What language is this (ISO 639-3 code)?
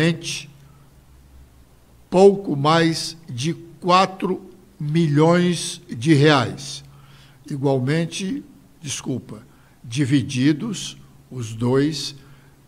por